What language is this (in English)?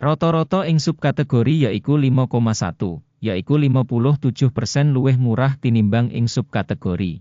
Javanese